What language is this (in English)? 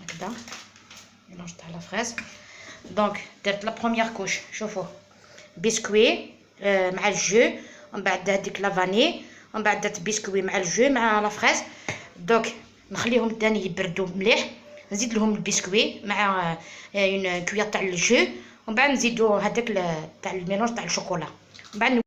Algerian Arabic